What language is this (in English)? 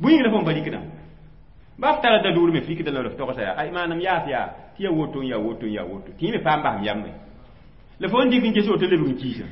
Mossi